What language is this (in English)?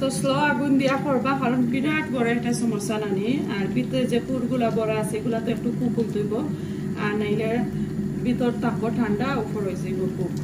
Sylheti